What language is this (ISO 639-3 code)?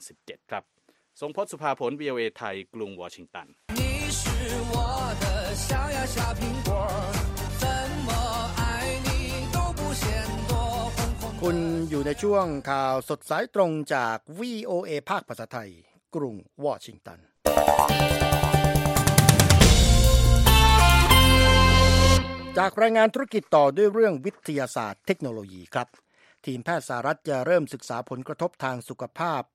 tha